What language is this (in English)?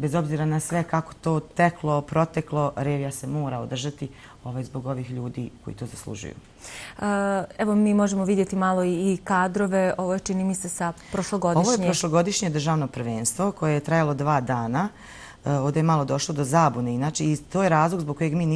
Bosnian